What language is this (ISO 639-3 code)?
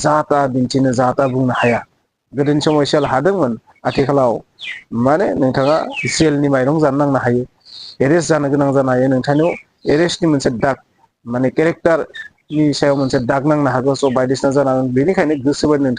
brx